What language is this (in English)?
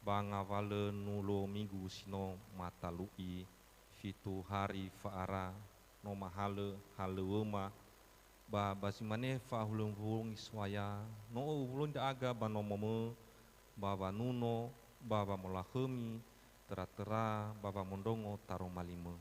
Nias